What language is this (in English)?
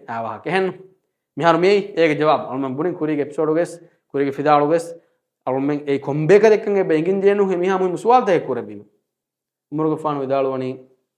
Divehi